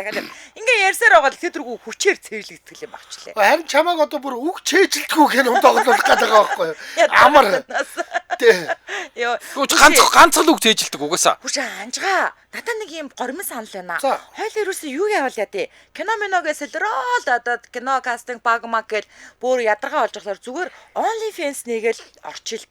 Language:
Mongolian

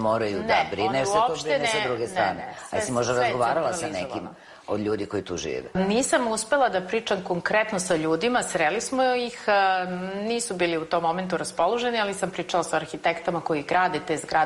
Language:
Serbian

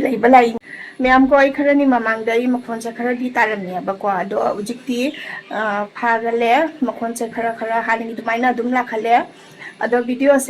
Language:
Manipuri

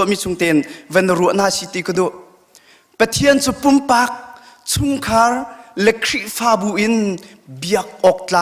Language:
Hakha Chin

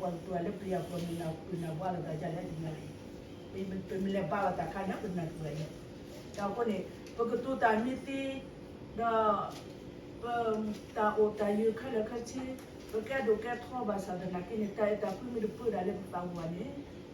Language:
S'gaw Karen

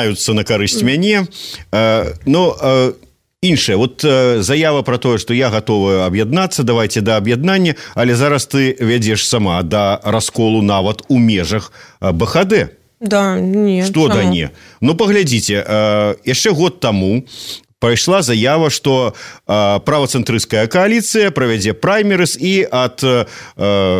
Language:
Belarusian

